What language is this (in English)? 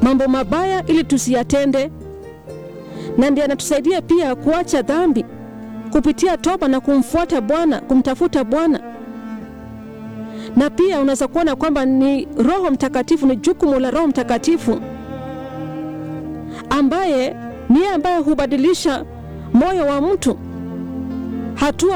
Swahili